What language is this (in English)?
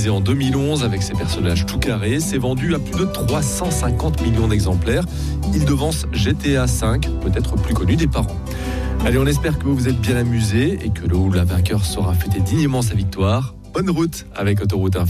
French